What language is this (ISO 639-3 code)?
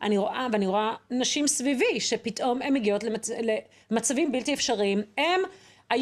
heb